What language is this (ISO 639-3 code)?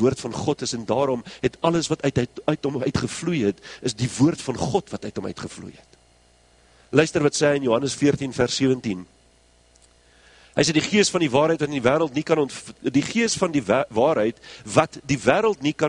afr